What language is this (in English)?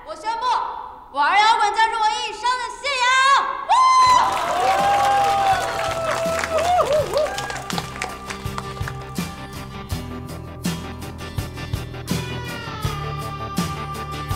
Chinese